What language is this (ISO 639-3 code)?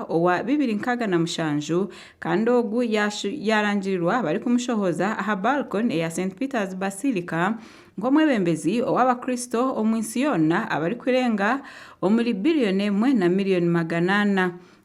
nyn